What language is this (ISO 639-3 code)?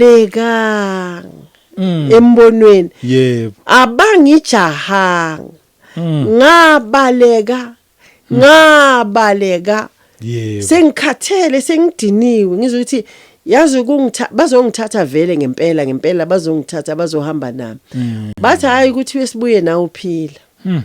zul